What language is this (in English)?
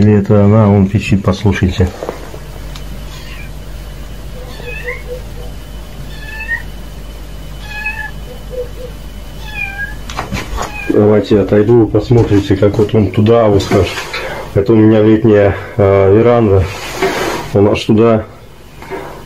Russian